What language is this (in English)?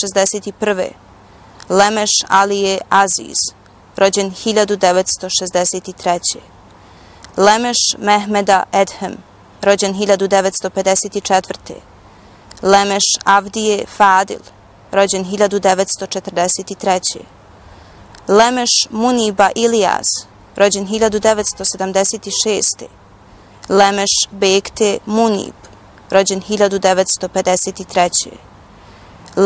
Bosnian